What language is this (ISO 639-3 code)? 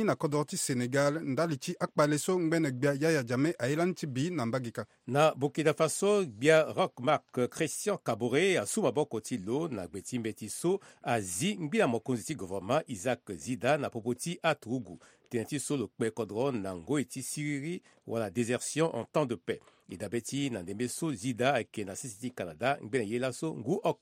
sag